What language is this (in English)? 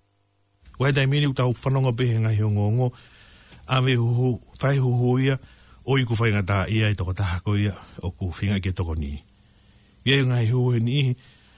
Tongan